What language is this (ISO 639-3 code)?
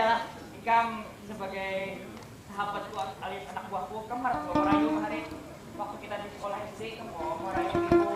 bjn